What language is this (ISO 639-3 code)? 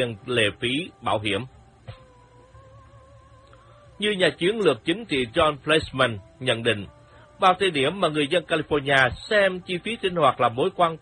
vie